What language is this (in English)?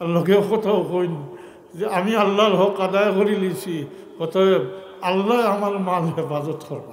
Sylheti